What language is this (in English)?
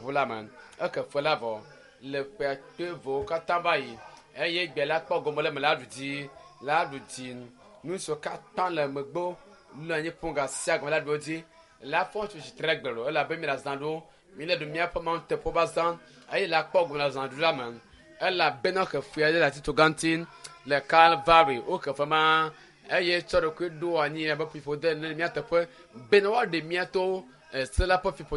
Ewe